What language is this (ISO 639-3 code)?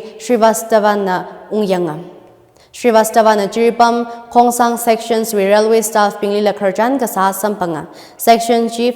nmf